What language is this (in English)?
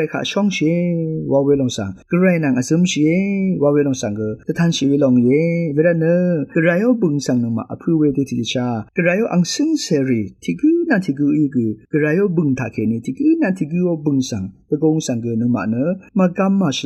Rawang